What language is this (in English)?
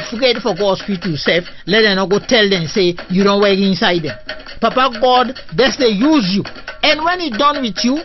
Krio